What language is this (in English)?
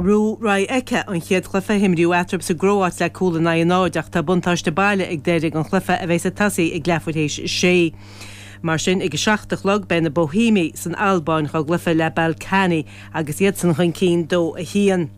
Irish